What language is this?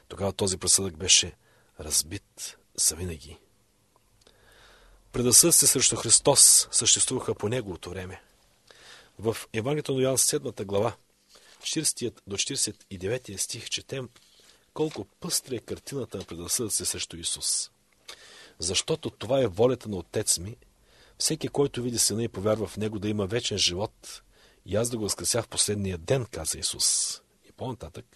Bulgarian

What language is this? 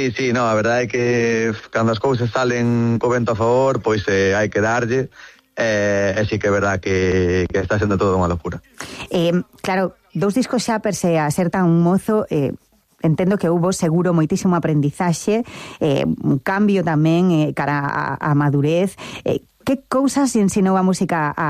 Galician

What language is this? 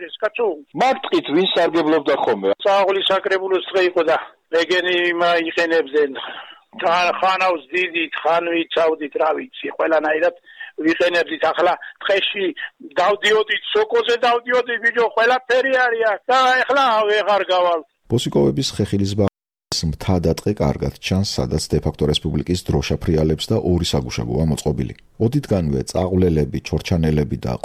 Georgian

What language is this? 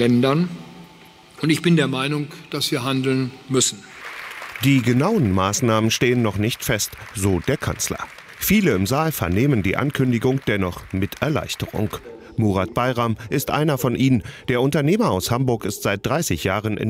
German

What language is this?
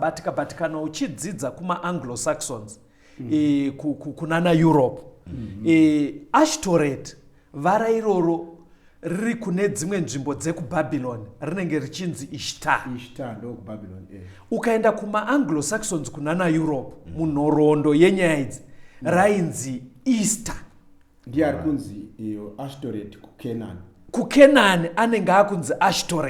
Shona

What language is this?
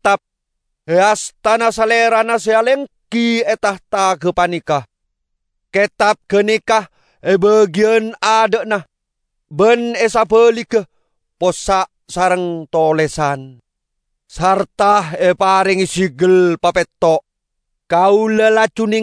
Madurese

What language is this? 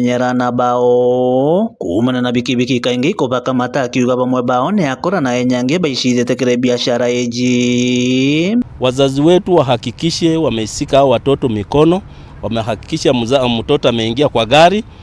Meru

